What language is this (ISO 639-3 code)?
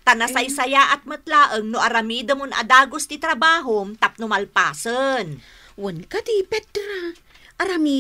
ilo